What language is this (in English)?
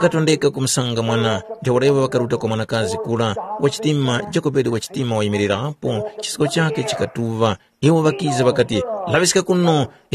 Tumbuka